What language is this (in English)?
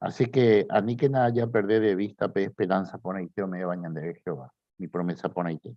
Guarani